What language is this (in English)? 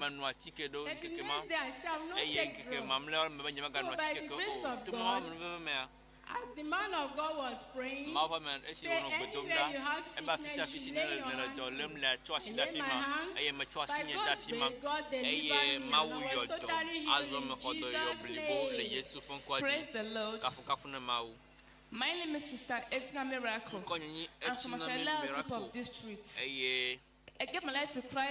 Ewe